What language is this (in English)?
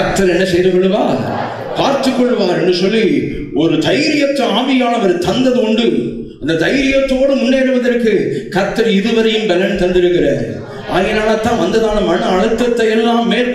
Tamil